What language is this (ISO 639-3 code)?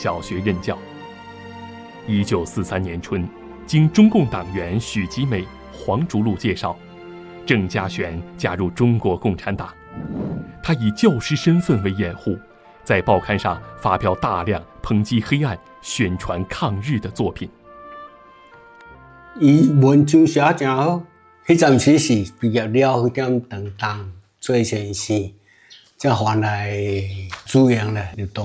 zho